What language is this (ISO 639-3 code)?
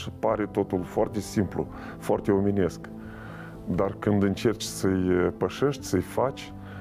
ron